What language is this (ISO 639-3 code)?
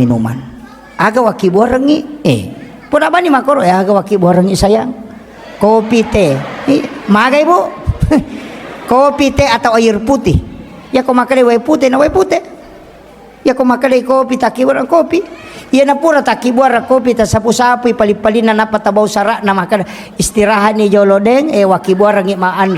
bug